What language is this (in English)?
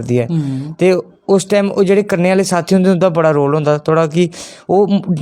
Dogri